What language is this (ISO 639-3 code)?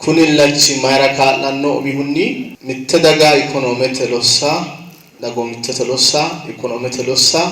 sid